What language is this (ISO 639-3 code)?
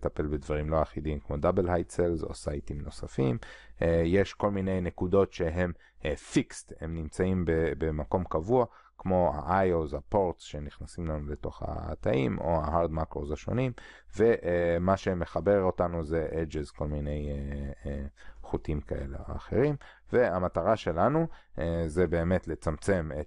heb